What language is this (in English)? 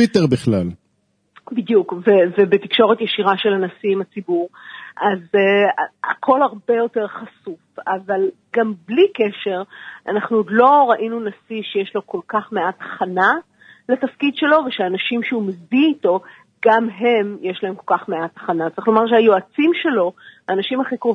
Hebrew